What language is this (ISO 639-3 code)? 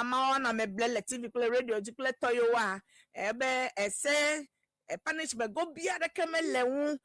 ewe